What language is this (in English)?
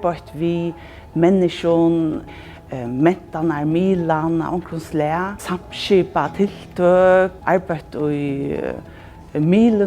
Faroese